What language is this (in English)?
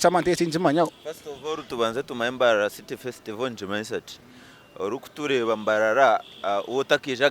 Nyankole